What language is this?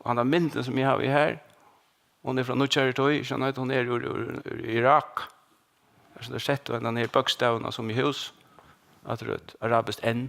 Faroese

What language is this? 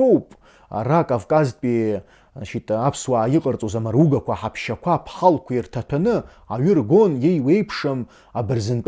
Abkhazian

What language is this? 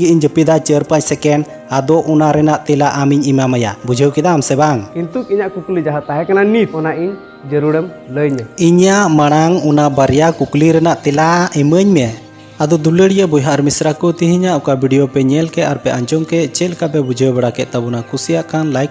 Santali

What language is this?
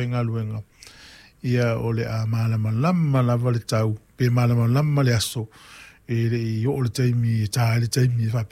Samoan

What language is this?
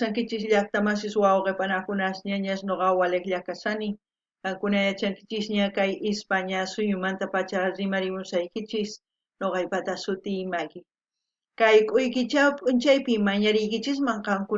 South Bolivian Quechua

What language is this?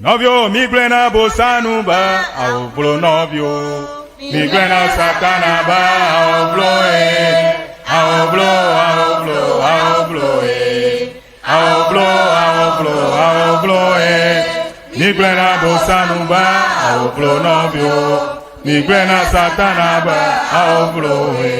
Ewe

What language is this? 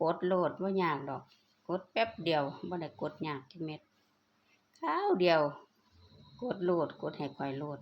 Lao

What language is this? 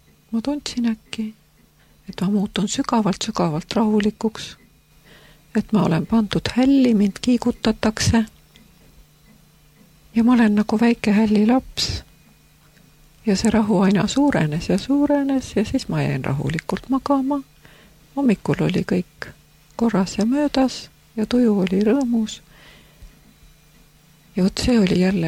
Estonian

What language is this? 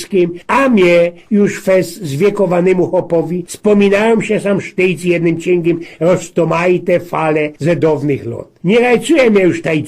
Silesian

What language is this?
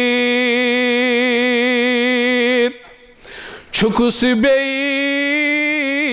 Kashmiri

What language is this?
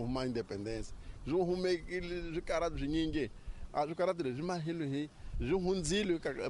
Tsonga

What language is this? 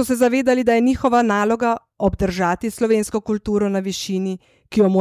Slovenian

